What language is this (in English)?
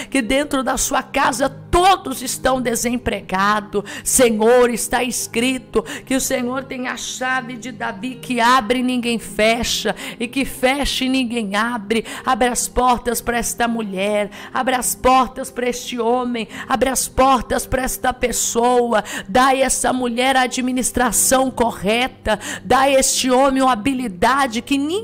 Portuguese